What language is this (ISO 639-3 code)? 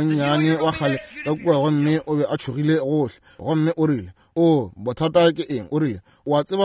nso